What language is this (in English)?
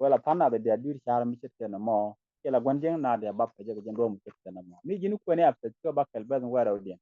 Nuer